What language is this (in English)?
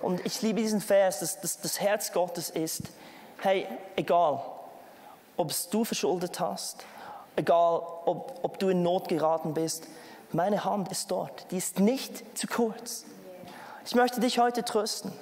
Swiss German